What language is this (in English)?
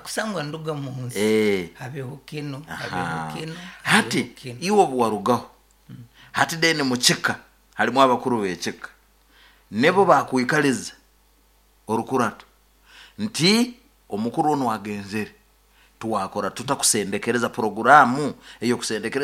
Nyankole